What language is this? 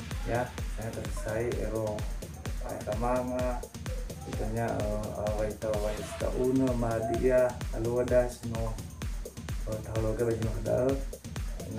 Nias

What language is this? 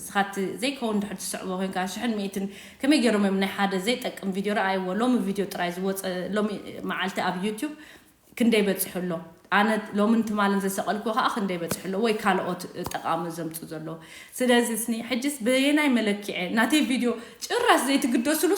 Tigrinya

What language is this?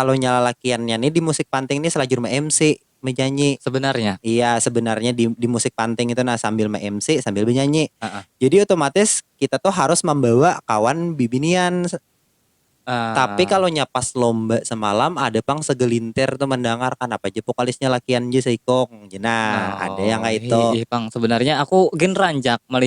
Banjar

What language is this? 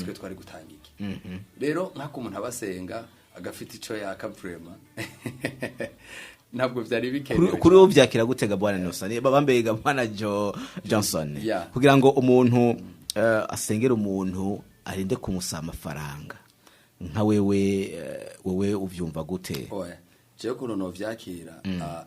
Rundi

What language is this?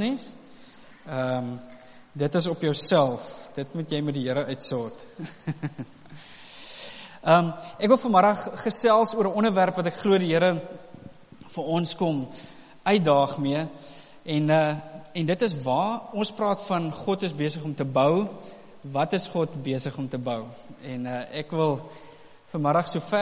Afrikaans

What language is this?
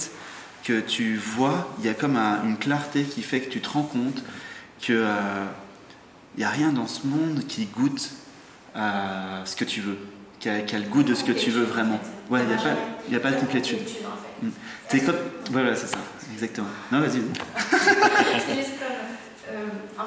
French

